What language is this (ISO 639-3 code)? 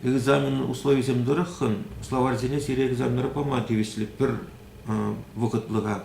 chv